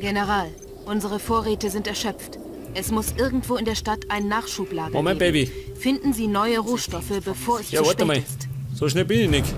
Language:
Bavarian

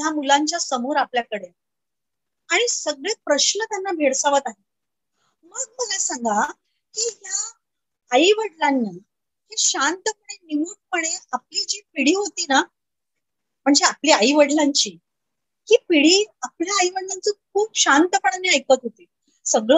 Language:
Marathi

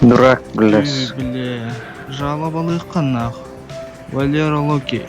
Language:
Yakut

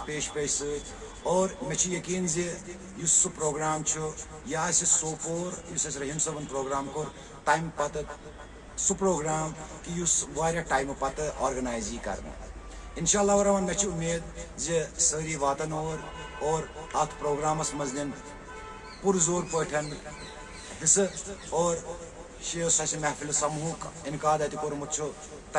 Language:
Kashmiri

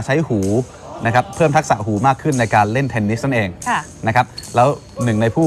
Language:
Thai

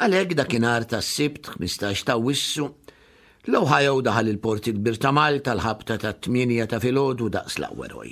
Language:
Maltese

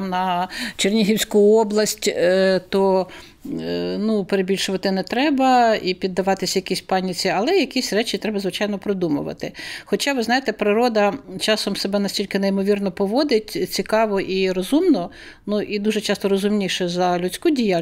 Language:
Ukrainian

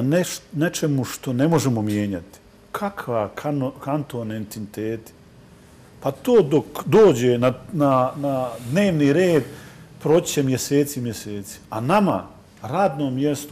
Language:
Bosnian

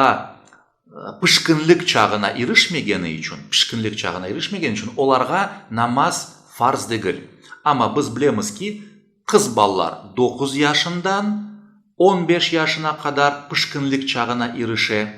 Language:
Crimean Tatar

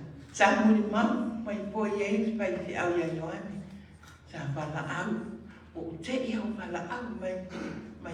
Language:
Samoan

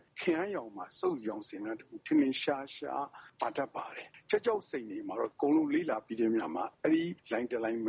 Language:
Burmese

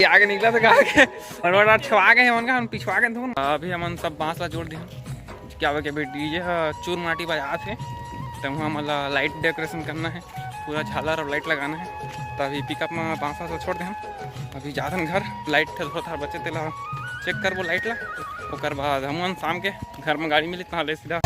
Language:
Chhattisgarhi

